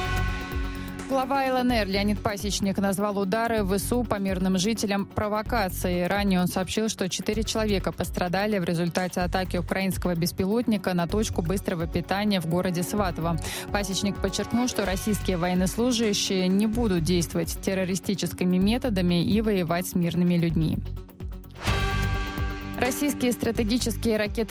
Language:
Russian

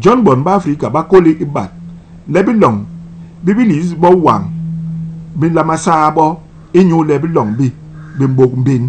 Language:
Basaa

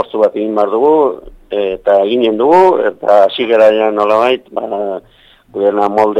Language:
Basque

